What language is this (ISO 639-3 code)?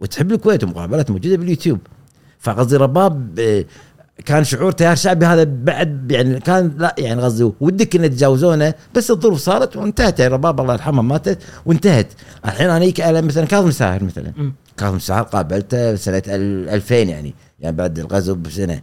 afb